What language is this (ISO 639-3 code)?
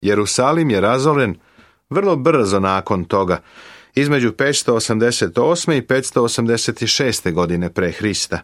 srp